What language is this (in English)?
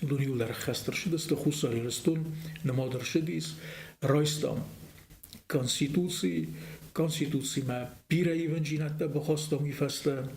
Ossetic